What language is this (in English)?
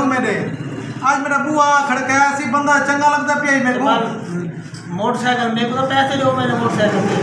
Saraiki